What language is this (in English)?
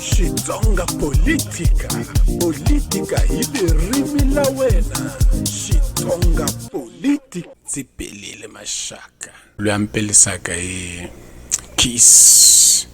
Tsonga